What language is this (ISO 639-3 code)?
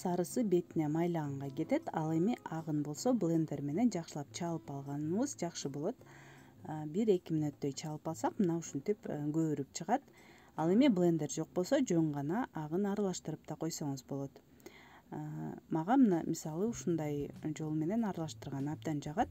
kir